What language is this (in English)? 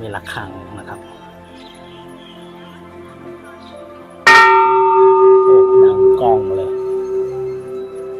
Thai